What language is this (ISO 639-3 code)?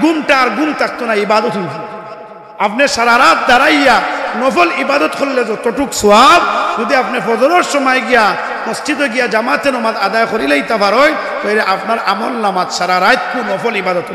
syl